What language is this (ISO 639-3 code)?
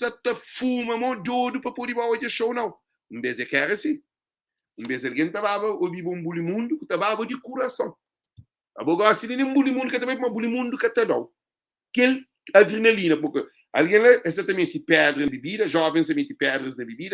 kea